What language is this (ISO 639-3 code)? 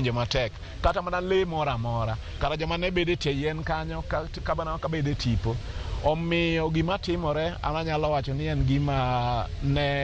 luo